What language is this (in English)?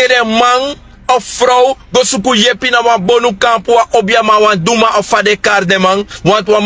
Sranan Tongo